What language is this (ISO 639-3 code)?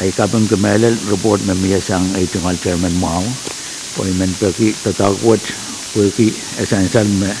pon